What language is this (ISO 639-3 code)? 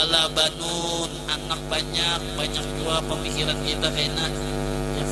bjn